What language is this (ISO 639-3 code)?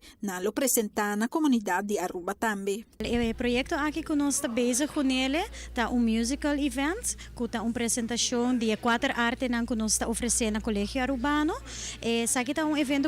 pap